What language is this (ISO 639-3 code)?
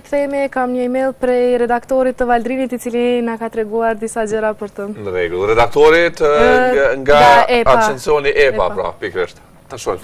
sqi